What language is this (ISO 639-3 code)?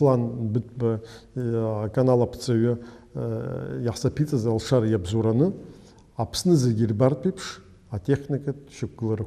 abk